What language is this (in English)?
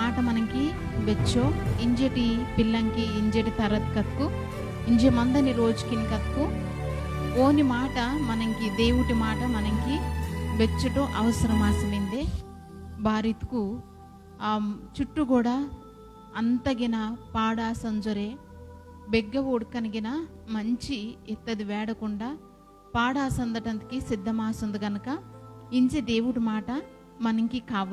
Koya